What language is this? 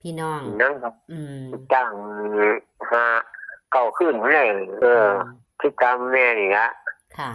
Northeastern Thai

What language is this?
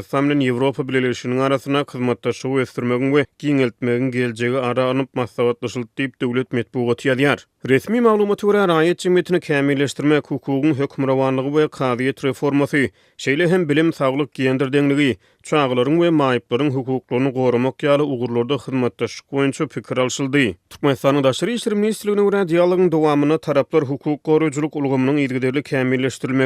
Turkmen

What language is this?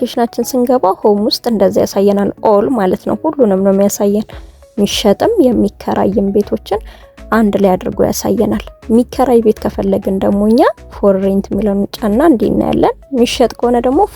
Amharic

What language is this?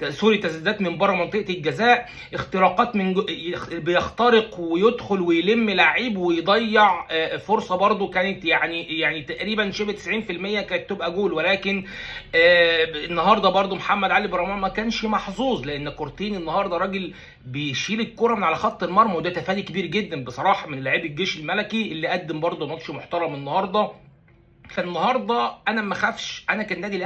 Egyptian Arabic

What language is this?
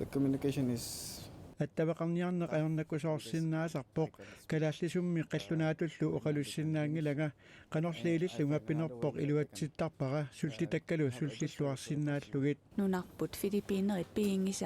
Kalaallisut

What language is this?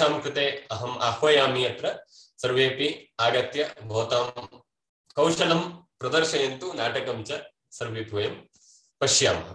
Sanskrit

